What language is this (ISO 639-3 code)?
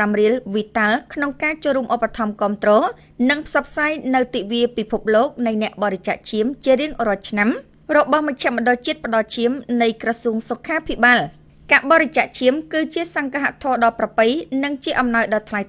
khm